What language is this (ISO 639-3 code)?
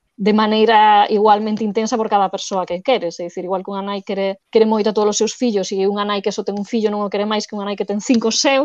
glg